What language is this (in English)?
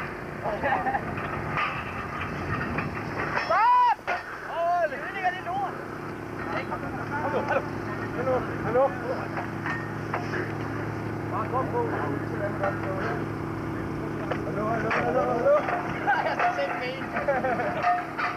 Danish